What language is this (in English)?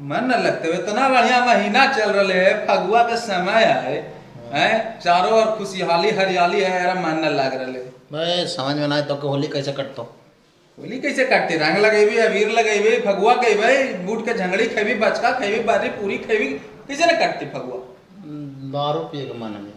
Magahi